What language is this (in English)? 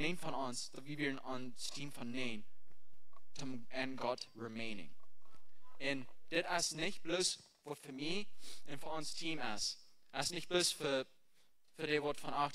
Plautdietsch